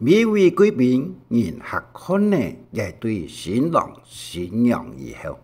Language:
Hakka Chinese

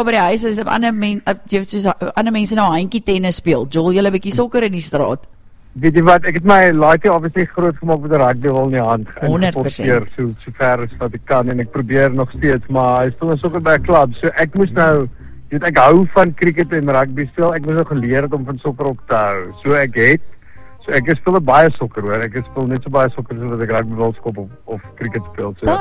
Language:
Afrikaans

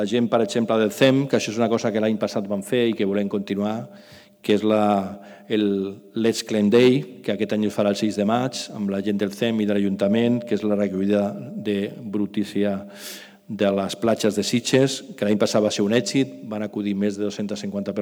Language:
Catalan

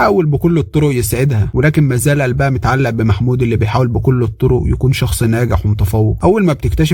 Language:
Egyptian Arabic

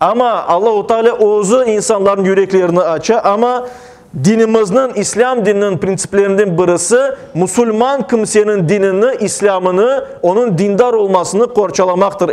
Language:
Crimean Tatar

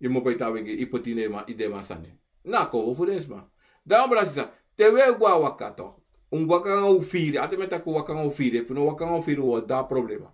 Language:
Sranan Tongo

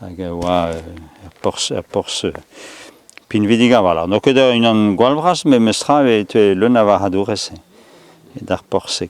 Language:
Breton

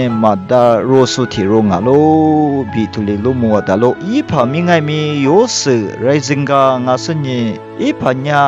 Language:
Lisu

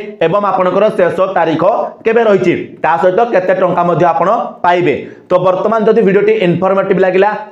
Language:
Odia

